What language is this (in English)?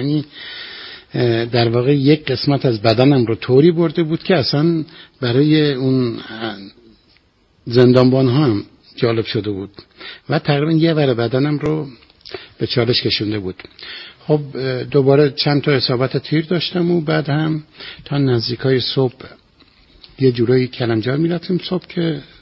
Persian